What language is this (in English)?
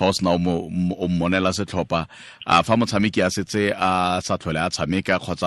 Tswana